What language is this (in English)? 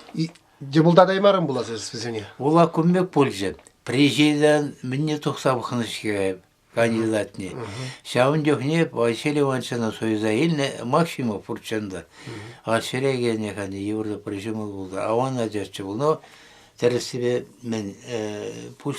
Chuvash